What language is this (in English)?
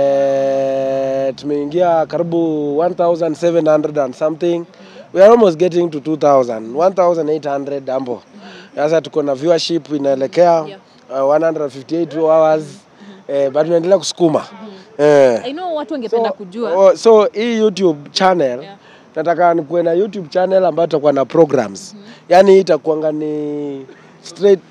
Swahili